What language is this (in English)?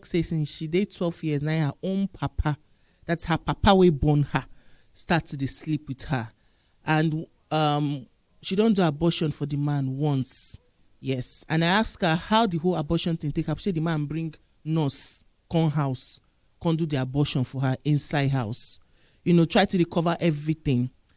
Nigerian Pidgin